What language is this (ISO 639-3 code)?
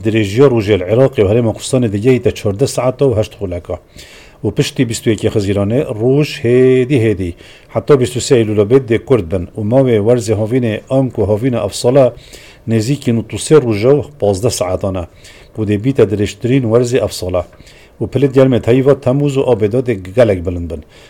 kur